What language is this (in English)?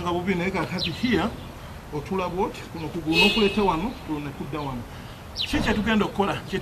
Ganda